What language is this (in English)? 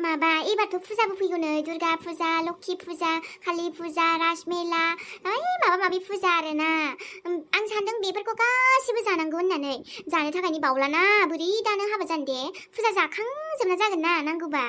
Bodo